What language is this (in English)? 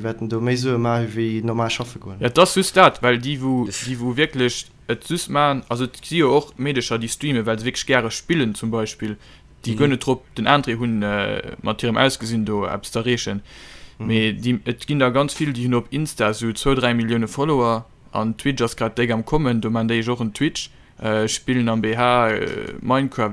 Luxembourgish